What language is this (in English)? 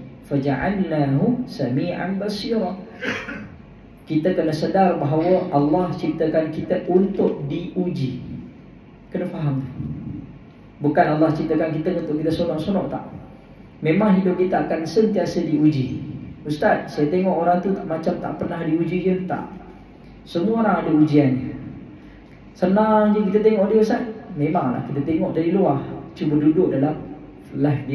Malay